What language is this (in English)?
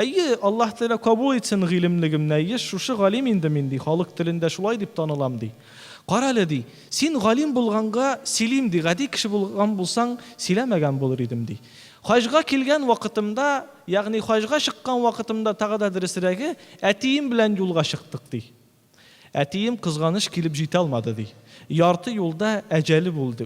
Tatar